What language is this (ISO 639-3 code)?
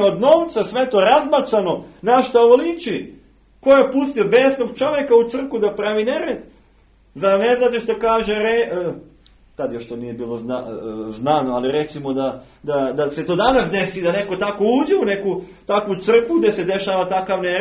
srp